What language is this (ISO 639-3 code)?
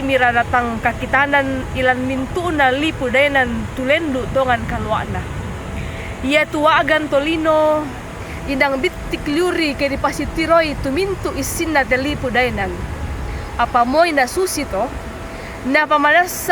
sda